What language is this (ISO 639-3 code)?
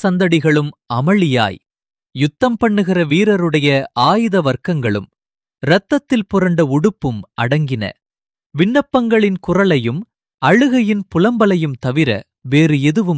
tam